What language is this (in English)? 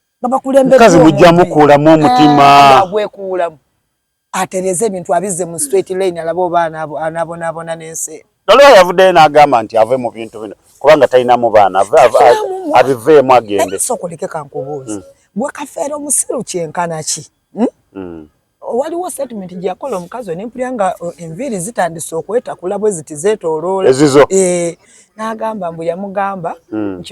Ganda